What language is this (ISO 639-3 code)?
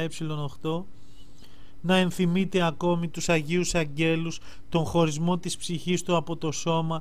ell